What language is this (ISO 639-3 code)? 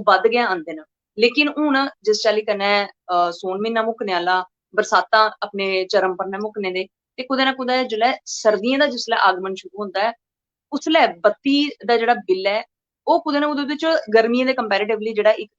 doi